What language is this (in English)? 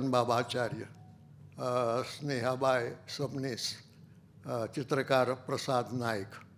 Konkani